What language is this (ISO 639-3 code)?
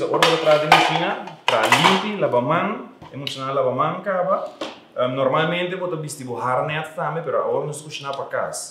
pap